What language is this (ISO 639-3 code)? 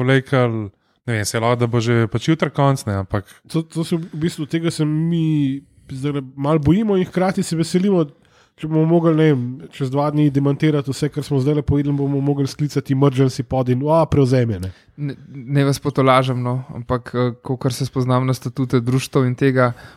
slv